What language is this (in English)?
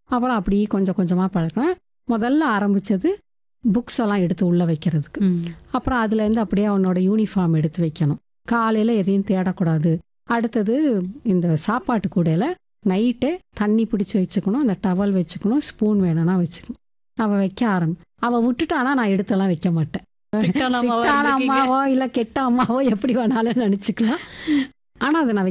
Tamil